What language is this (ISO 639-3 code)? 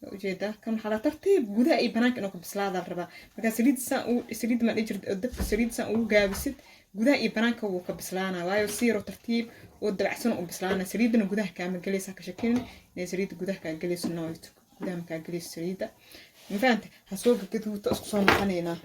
som